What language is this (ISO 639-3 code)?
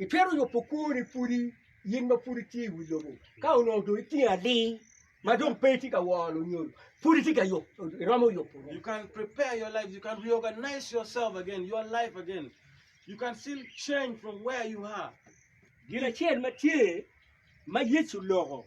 ach